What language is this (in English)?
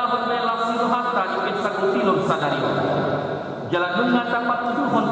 Batak Toba